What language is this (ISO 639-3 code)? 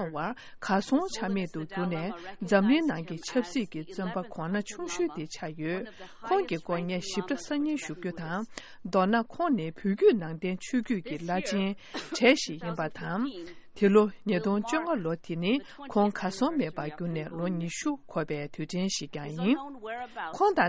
bod